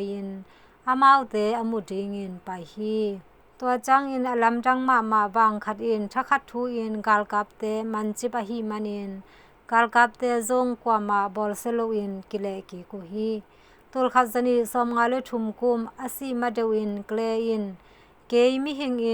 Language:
Tedim Chin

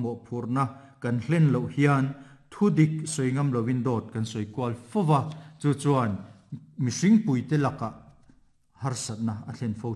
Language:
Mizo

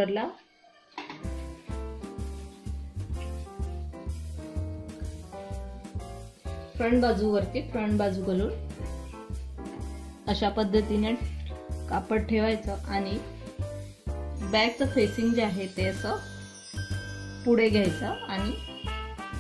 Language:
Marathi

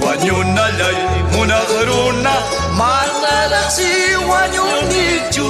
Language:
Ayacucho Quechua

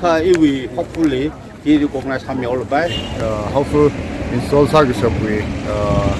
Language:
Tangkhul Naga (India)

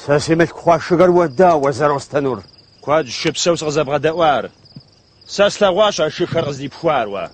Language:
Kabardian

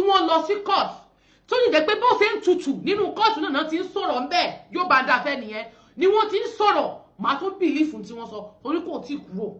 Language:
Yoruba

